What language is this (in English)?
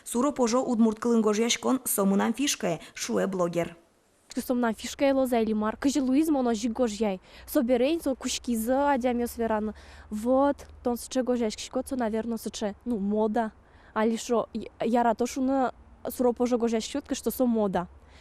Udmurt